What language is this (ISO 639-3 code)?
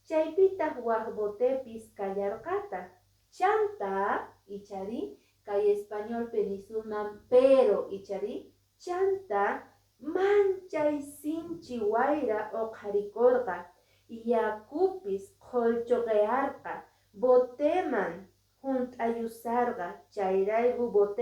que